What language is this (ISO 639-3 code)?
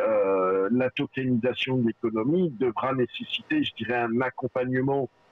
fra